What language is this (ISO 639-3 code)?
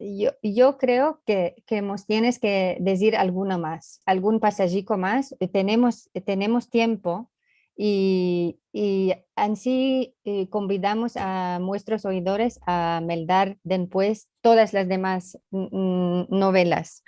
lad